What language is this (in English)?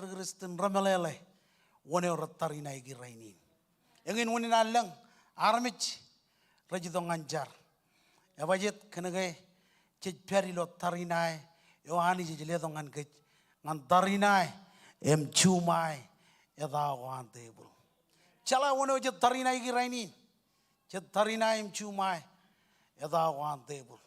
Marshallese